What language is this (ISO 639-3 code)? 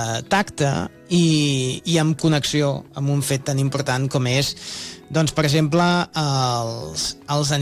cat